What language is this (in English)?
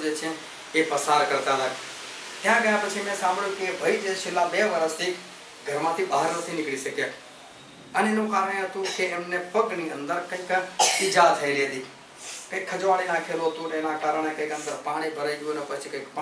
Gujarati